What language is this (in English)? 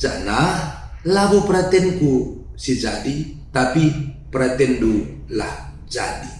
Batak Karo